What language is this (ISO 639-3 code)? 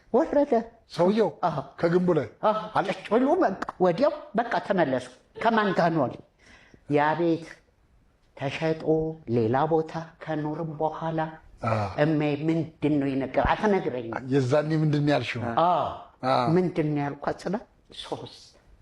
amh